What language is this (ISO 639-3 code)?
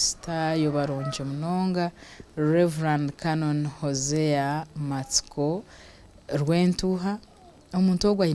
nyn